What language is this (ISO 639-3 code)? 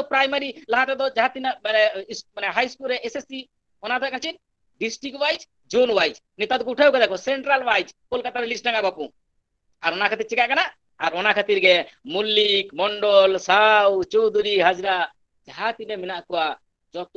sat